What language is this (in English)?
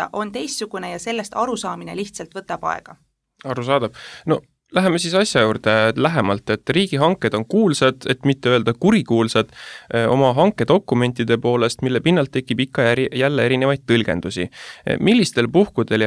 Estonian